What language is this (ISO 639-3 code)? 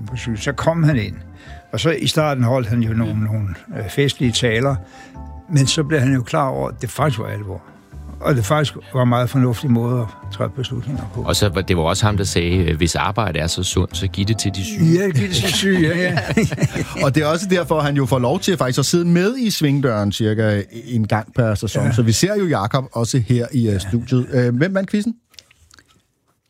dan